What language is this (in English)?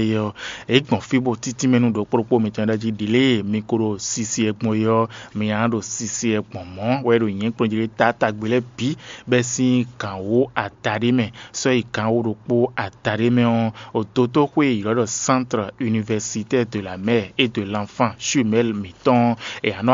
Fon